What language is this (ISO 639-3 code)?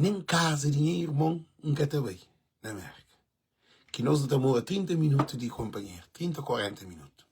kea